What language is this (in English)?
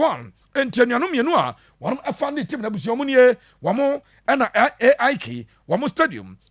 Akan